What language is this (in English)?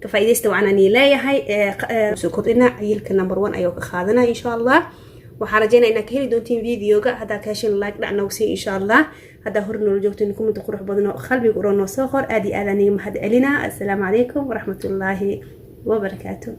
Somali